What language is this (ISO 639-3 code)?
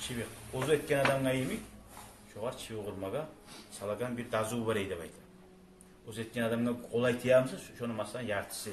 kum